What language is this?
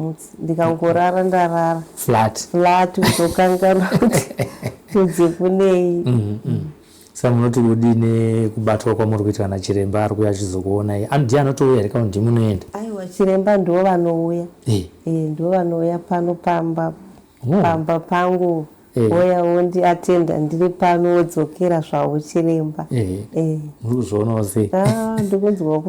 Shona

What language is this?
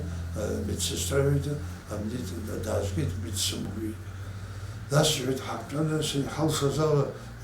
Abkhazian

